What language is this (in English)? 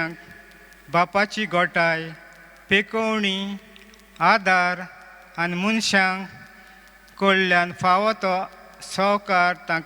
Konkani